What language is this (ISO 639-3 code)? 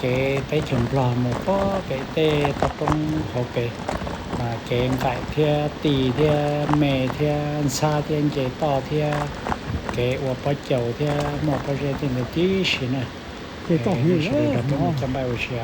hmn